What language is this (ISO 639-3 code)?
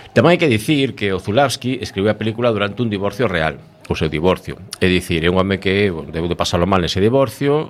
glg